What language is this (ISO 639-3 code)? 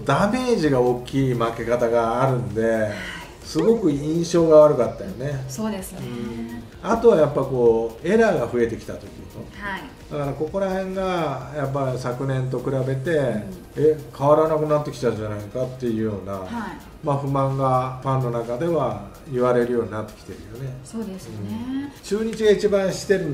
jpn